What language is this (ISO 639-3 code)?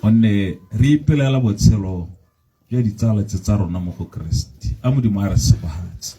tsn